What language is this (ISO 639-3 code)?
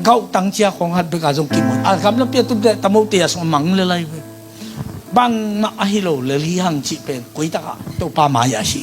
ctd